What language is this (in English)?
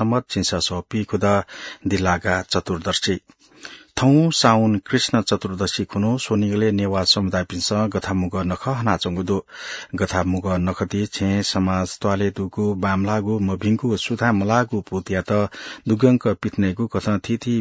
Newari